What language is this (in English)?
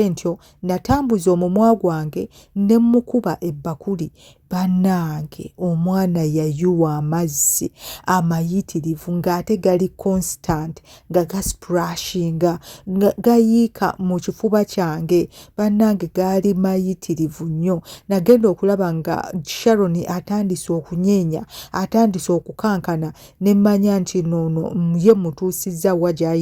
Ganda